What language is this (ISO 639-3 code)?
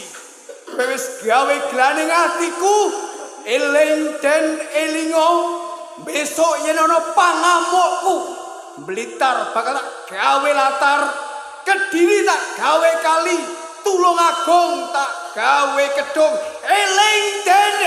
jav